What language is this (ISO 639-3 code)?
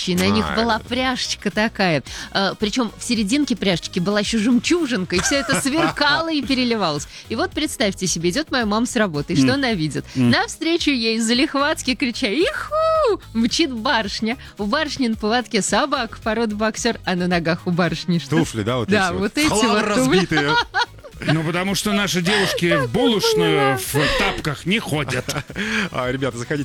rus